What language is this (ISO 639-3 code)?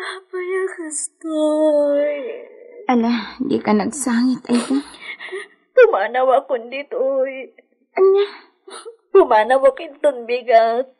ilo